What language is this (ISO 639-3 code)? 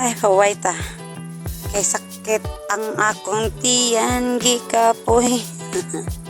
ceb